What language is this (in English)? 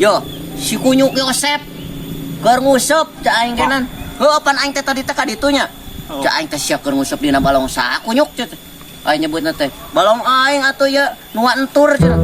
Sundanese